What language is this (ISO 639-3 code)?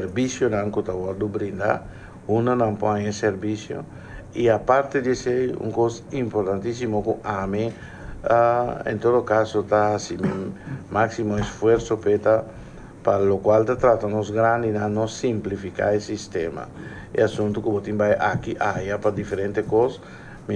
por